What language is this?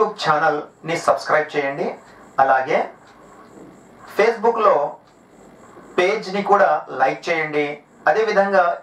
Telugu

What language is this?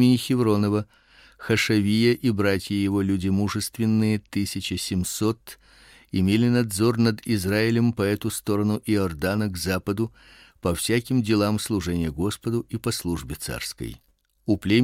Russian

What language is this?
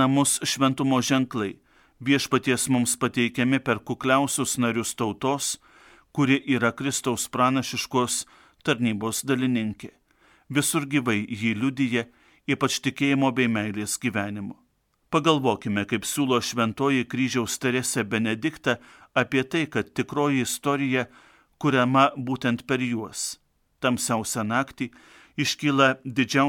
Lithuanian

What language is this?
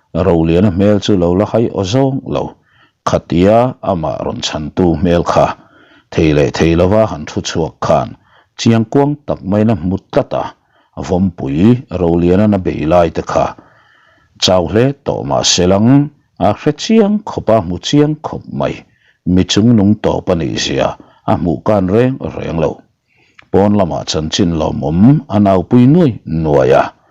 Mizo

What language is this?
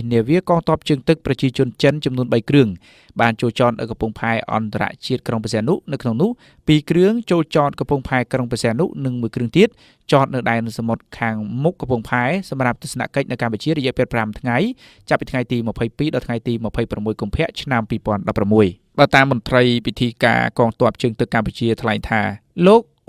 Khmer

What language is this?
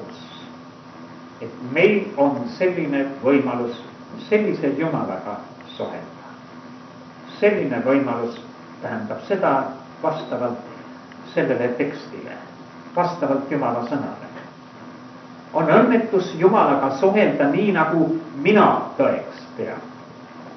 Estonian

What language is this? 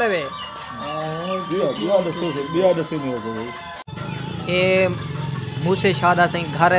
Saraiki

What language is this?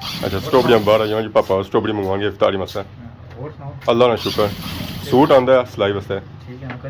Pahari-Potwari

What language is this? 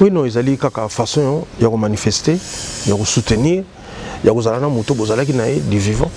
Lingala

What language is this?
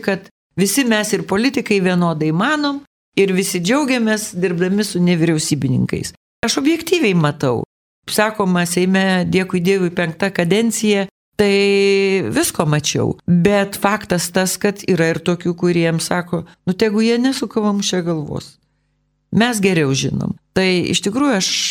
Lithuanian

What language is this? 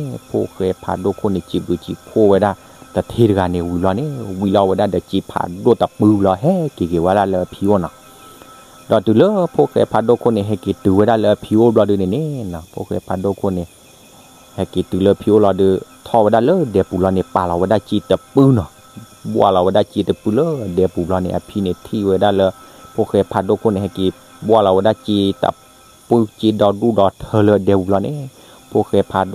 S'gaw Karen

